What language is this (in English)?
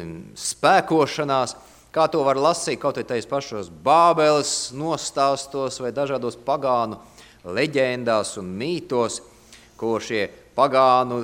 Latvian